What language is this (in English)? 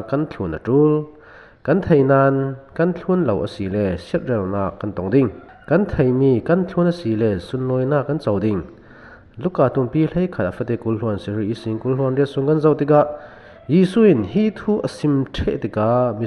Falam Chin